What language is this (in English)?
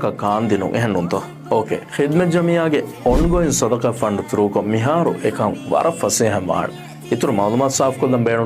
Divehi